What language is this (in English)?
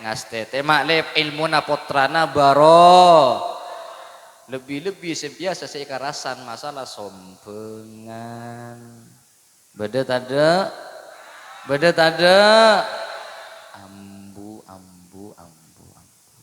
Madurese